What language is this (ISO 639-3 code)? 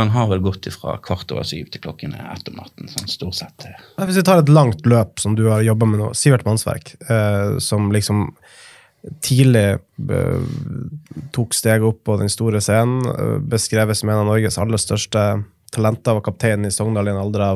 nor